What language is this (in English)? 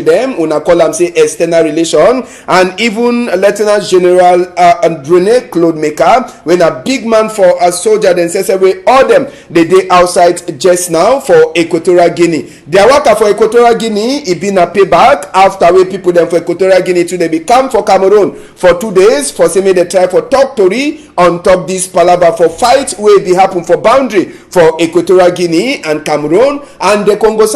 Cameroon Pidgin